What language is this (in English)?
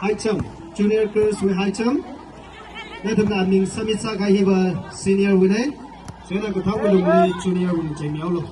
Tangkhul Naga (India)